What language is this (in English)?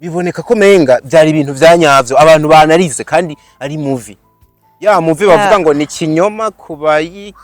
Rundi